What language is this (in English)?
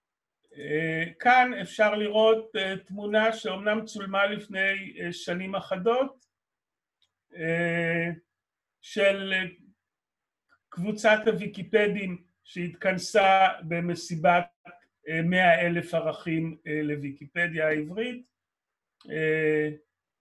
Hebrew